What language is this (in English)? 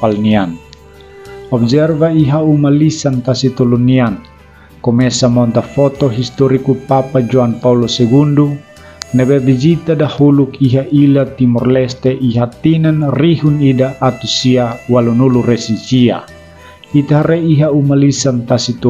Tetum